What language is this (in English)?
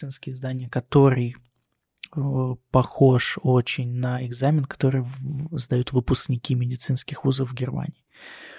Russian